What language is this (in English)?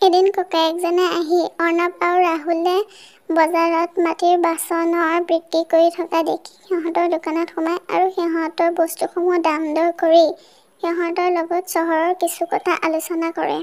Assamese